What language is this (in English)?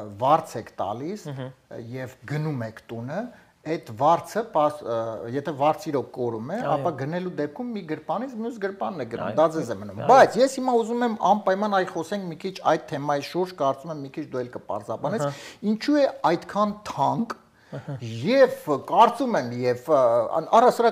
Armenian